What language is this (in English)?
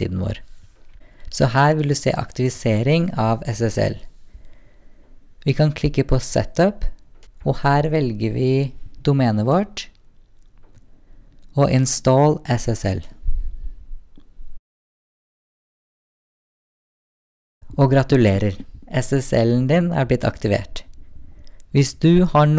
Norwegian